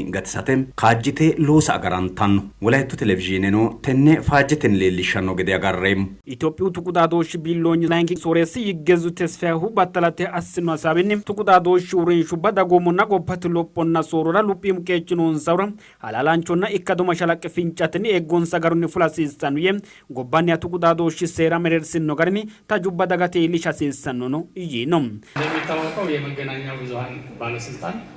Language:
Sidamo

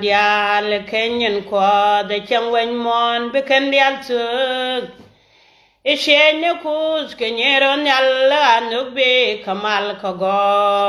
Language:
Nuer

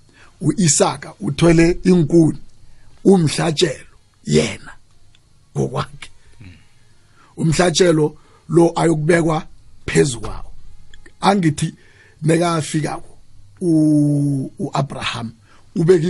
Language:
South Ndebele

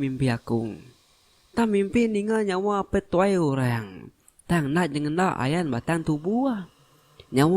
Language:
Iban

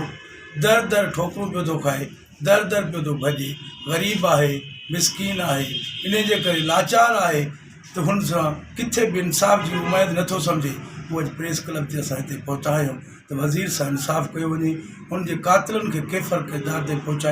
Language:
Sindhi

